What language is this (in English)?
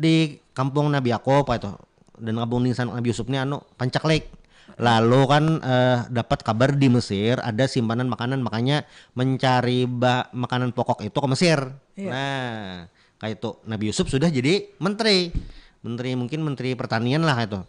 Banjar